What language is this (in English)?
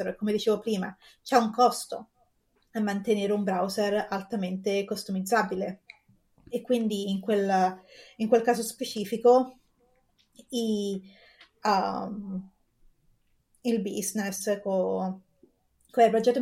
Italian